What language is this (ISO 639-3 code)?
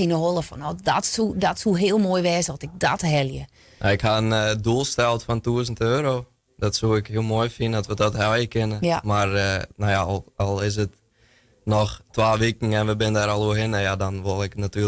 fry